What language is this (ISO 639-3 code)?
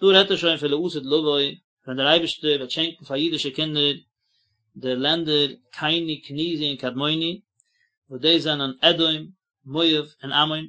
yid